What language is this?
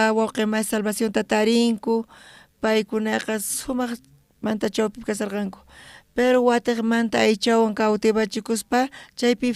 South Bolivian Quechua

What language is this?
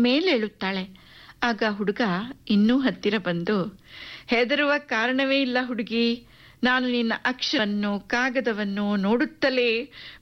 Kannada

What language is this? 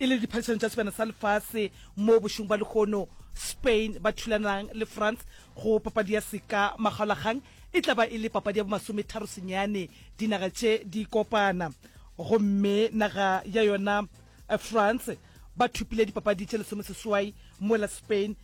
Northern Sotho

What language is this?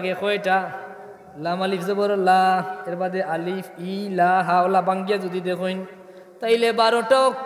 Sylheti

